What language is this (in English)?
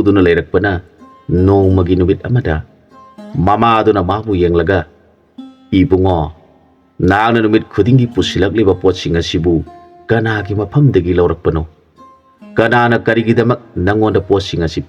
Manipuri